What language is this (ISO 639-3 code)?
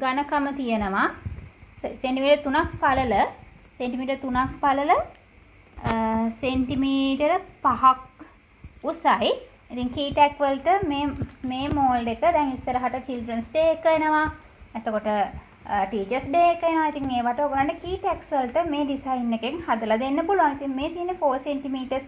sin